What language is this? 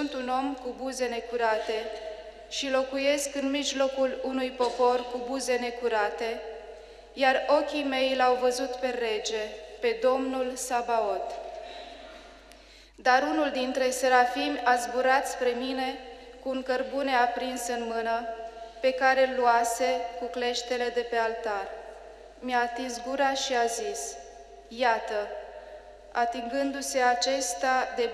Romanian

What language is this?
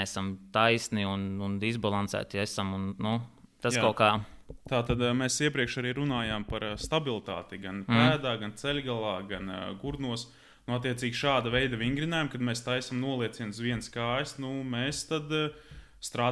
Latvian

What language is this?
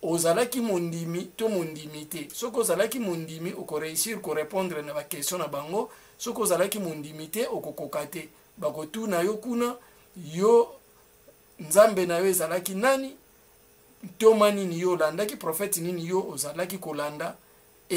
Lingala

